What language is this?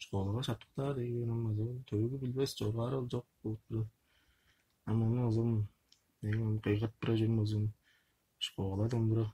Tuvinian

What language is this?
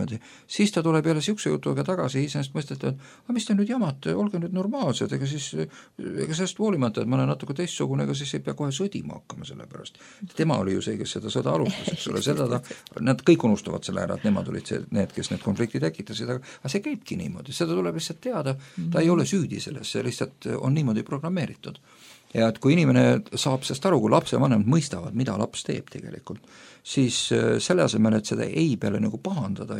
Estonian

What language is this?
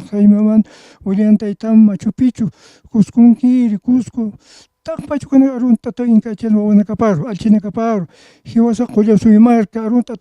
Aymara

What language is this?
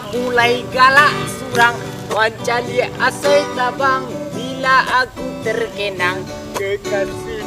Minangkabau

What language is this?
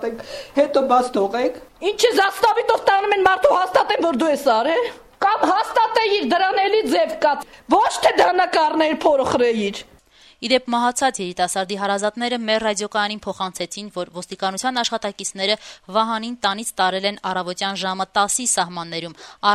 Armenian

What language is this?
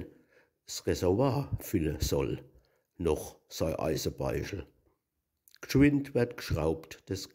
Palatine German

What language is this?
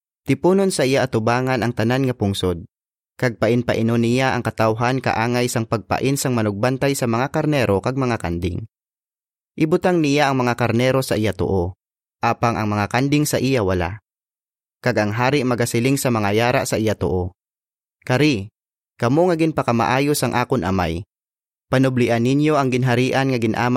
Hiligaynon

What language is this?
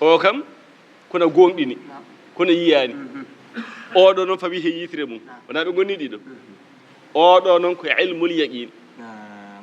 Fula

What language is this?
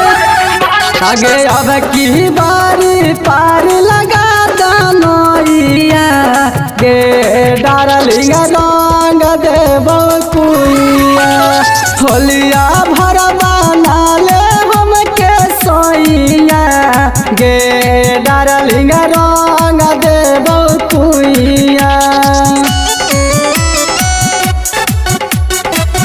Bhojpuri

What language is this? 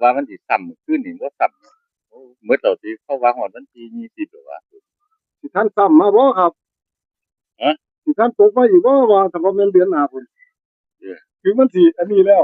Northeastern Thai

